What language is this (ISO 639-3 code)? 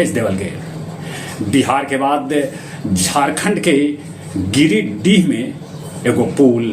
mag